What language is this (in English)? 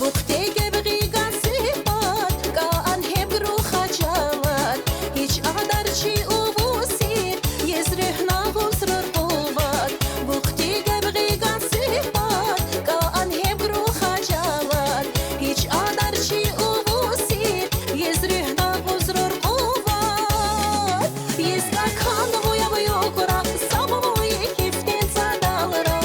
Tabassaran